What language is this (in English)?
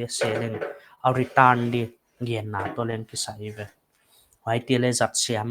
Paite Chin